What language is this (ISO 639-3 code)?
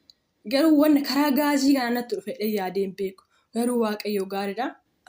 orm